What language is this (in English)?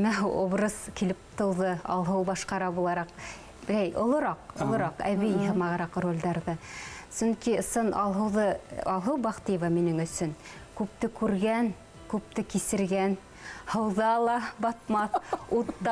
Bashkir